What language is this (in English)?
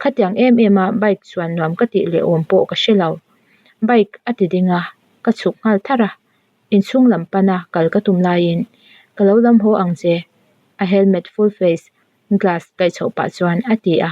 Mizo